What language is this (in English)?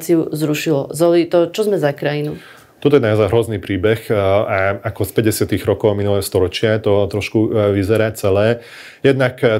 Slovak